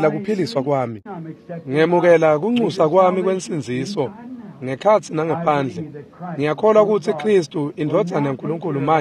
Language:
Swati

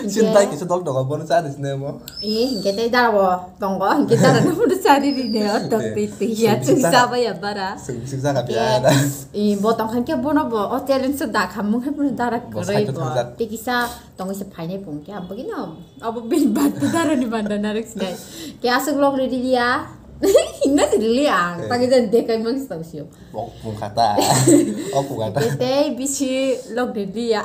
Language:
Kok Borok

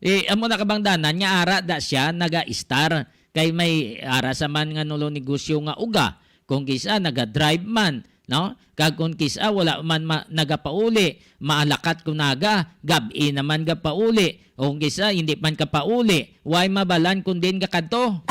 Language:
Hiligaynon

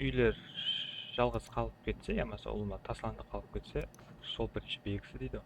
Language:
Kara-Kalpak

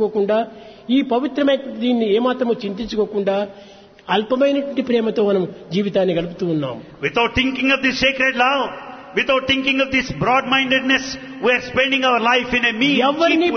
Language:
Telugu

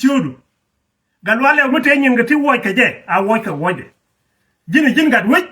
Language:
Nuer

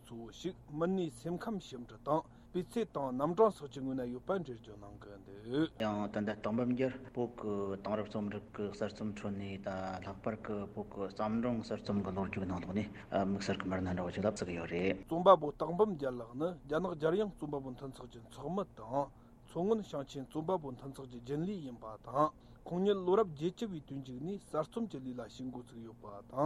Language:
Tibetan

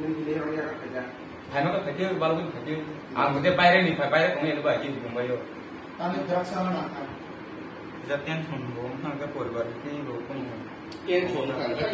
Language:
Kok Borok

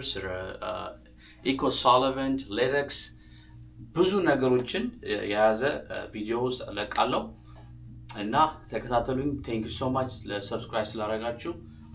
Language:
Amharic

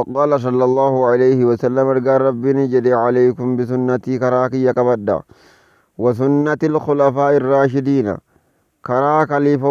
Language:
Oromo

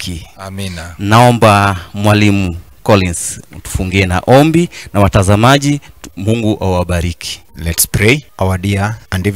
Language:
Swahili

